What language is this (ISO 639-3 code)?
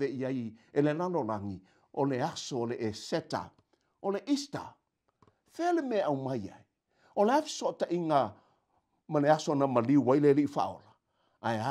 smo